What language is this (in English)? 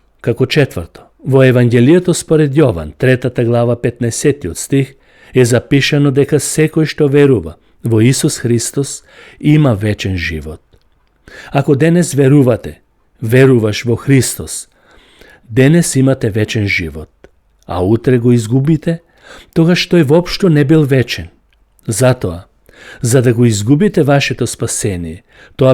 Macedonian